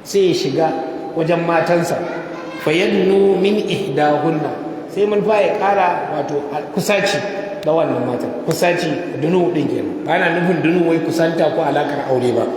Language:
Hausa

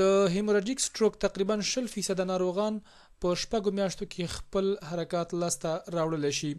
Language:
Pashto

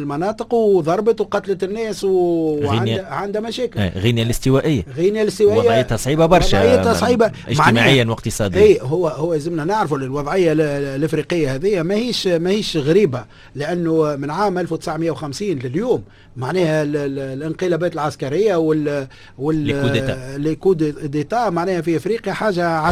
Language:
Tunisian Arabic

